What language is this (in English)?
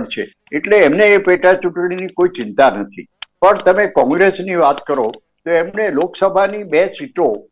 Gujarati